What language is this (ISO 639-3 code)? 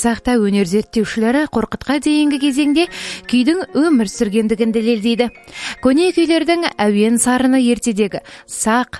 kaz